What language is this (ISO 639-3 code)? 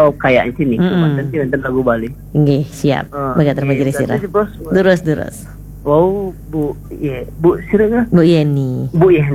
ban